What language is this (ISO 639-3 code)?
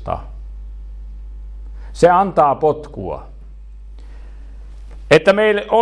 fin